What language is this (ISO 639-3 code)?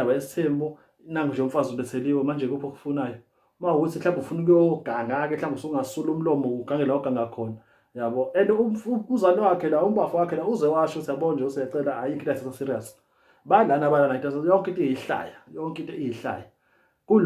zul